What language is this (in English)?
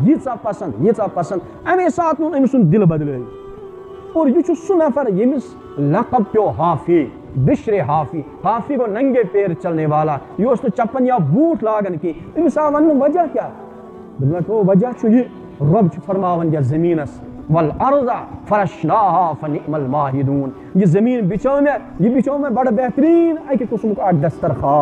Kashmiri